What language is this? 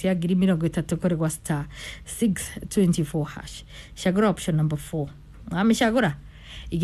Kikuyu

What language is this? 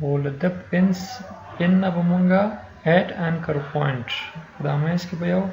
Pashto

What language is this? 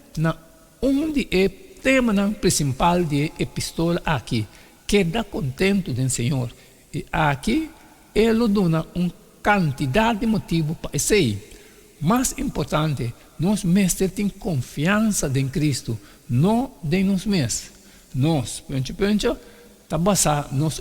Papiamento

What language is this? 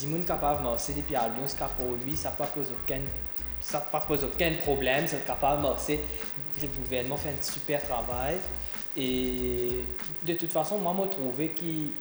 Morisyen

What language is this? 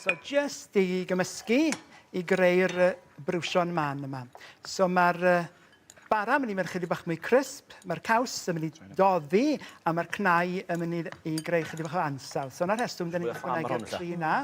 Welsh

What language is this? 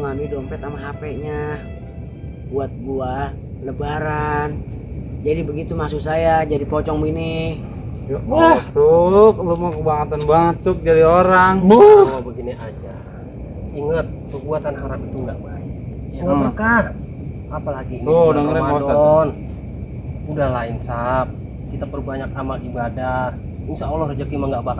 Betawi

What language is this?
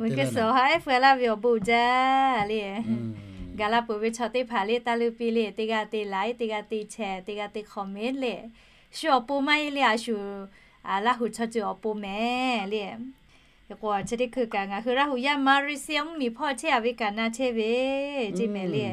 Lahu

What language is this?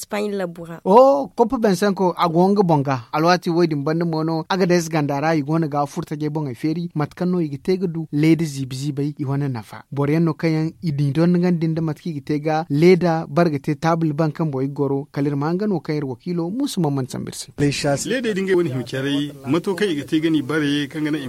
Zarma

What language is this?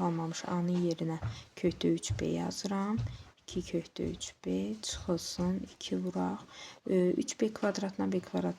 Azerbaijani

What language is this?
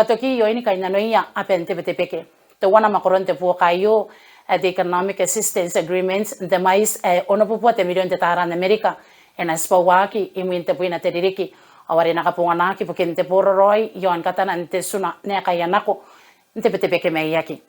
Gilbertese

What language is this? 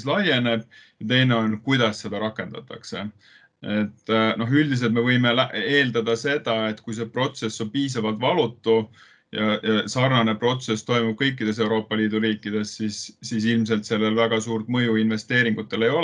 Estonian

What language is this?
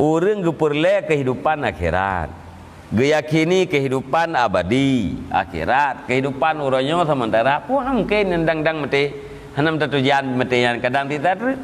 Achinese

